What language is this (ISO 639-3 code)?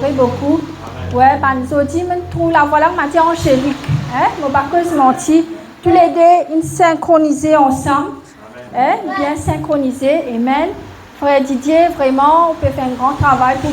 mfe